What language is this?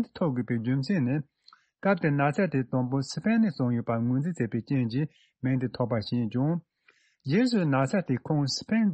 Tibetan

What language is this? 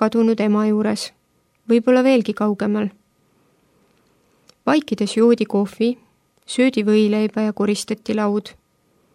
Estonian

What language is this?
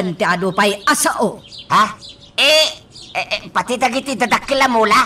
Iloko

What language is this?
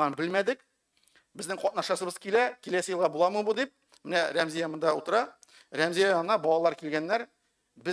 Tatar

